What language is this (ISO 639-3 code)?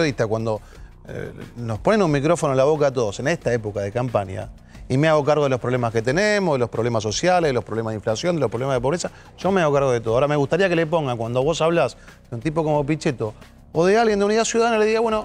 spa